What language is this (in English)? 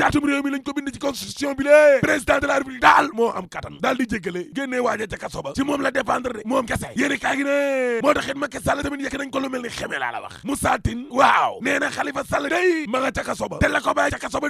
Wolof